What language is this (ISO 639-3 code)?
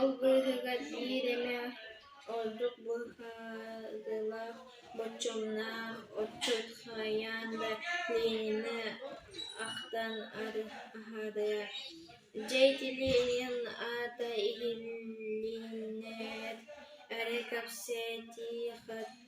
sah